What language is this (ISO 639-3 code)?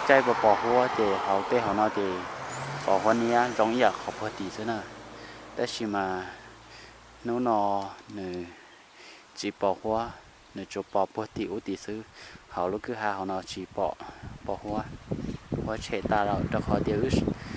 hmn